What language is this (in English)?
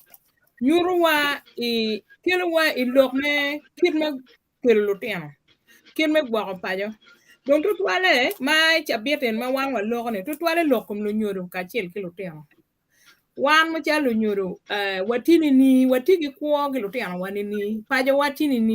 Acoli